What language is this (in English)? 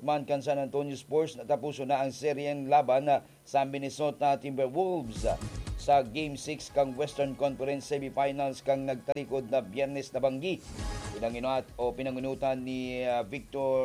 Bikol